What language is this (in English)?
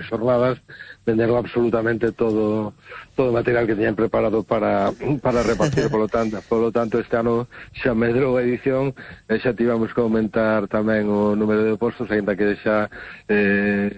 Galician